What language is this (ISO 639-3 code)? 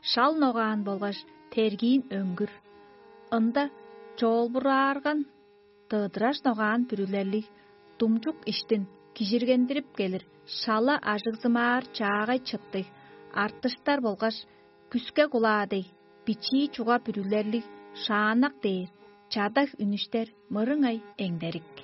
tyv